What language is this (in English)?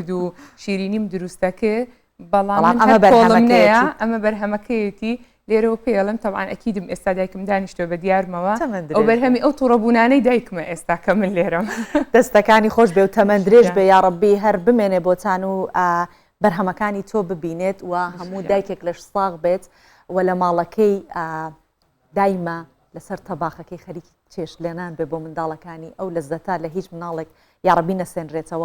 Central Kurdish